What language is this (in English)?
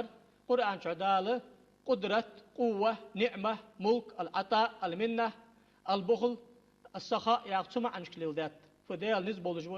Ingush